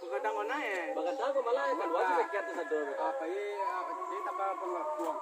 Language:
Minangkabau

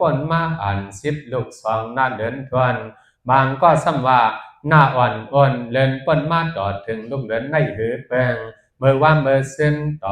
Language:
Shan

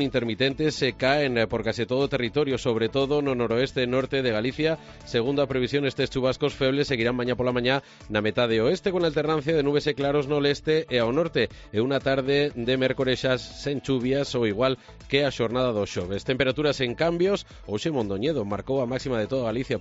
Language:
Galician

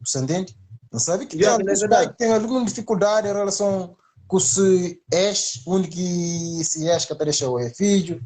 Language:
Kabuverdianu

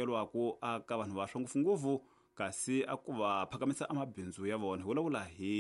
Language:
Tsonga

